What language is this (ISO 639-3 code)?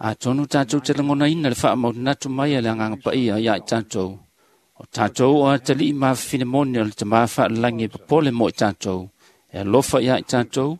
smo